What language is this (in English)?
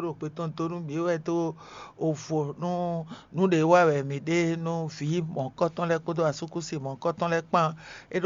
Fon